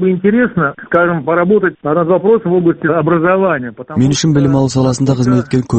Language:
Kazakh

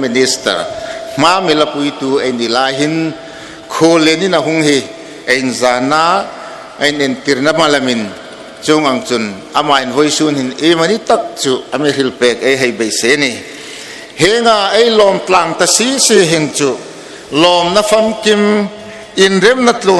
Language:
Hmar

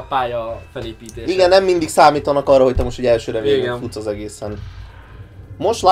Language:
Hungarian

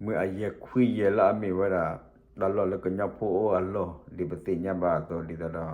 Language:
S'gaw Karen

